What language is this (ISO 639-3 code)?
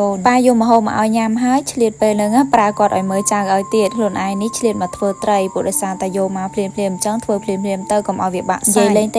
khm